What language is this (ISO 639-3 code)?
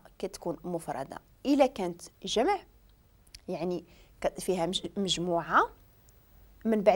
ary